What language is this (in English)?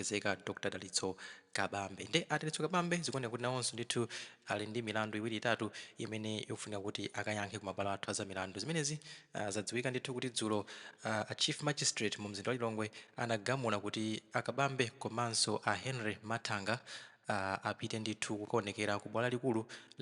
Nyanja